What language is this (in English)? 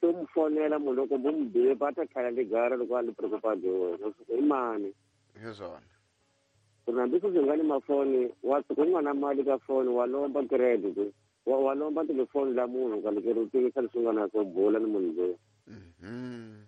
Tsonga